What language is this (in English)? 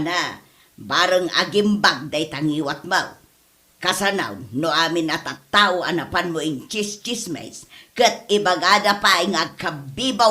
Iloko